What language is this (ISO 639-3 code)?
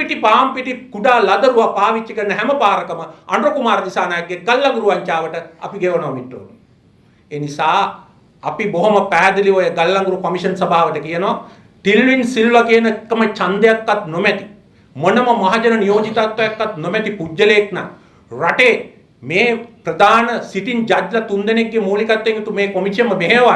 sin